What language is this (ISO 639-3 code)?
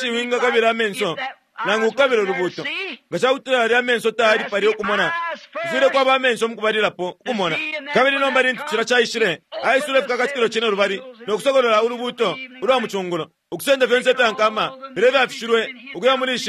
bem